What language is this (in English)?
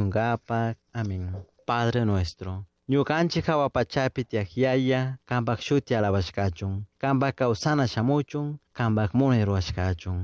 Chimborazo Highland Quichua